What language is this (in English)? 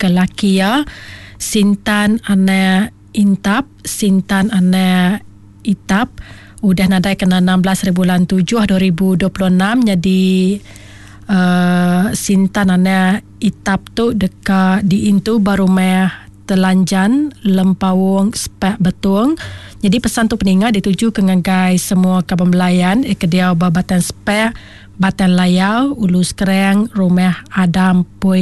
Iban